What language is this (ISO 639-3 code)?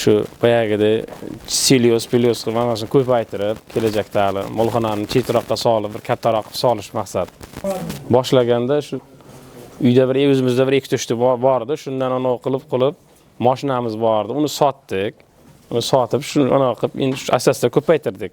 uzb